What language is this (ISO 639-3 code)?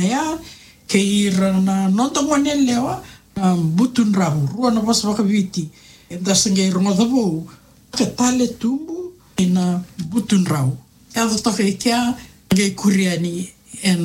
fij